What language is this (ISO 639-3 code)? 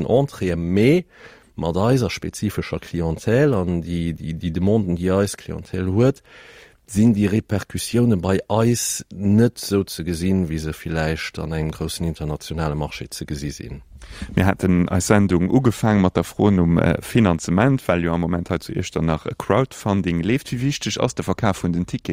ltz